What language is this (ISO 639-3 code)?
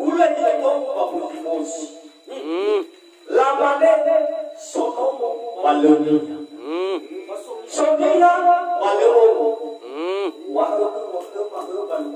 nia